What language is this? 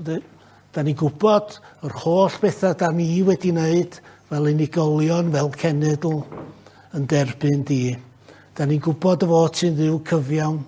Welsh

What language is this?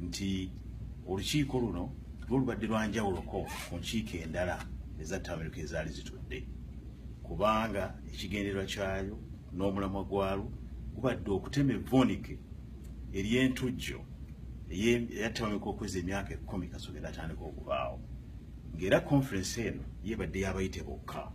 Ganda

